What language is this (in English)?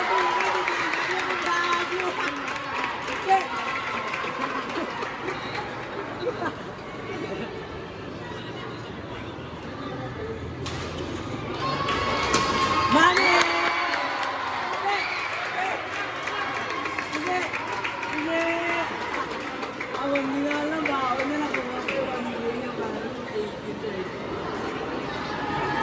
Filipino